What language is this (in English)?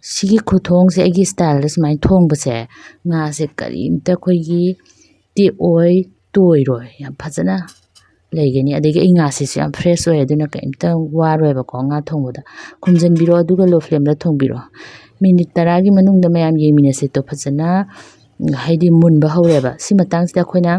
Manipuri